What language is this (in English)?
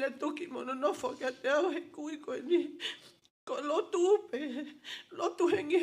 Tongan